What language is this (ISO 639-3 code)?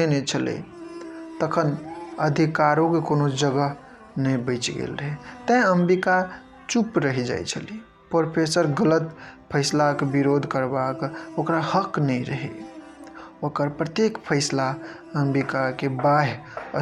mai